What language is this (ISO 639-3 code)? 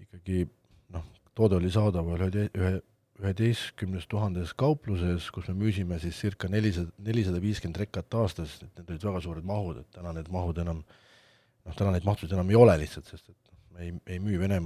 est